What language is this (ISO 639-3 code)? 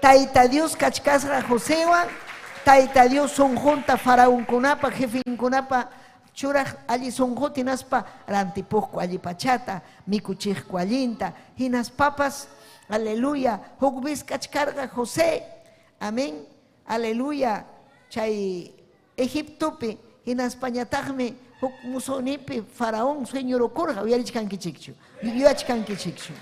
quy